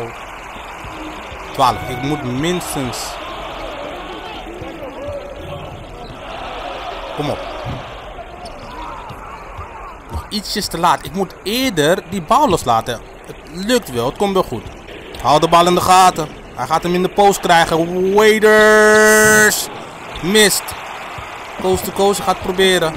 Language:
Dutch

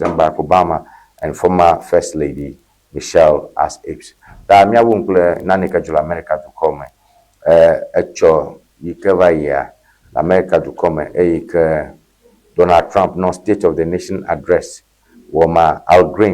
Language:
Ewe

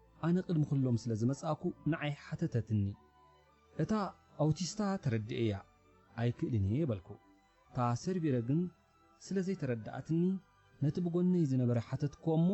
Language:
Tigrinya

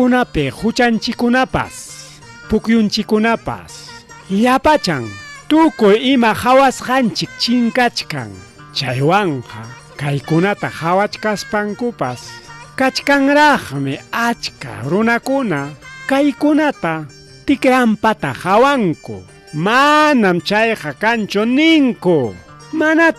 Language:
Ayacucho Quechua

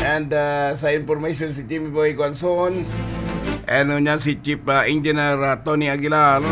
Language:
Bikol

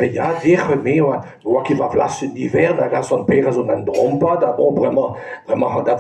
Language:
Breton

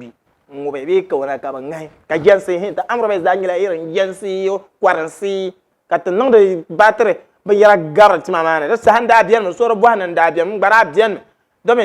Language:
Dagbani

